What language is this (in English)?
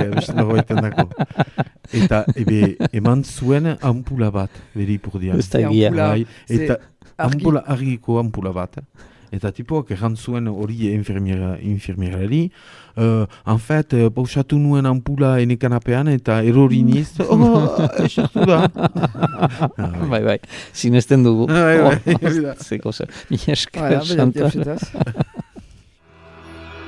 Basque